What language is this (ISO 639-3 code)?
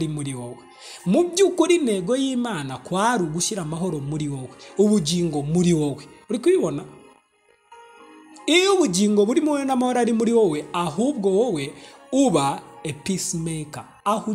kin